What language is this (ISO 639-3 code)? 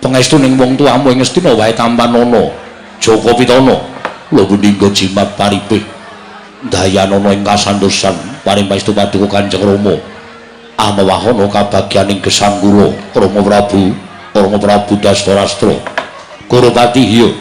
jav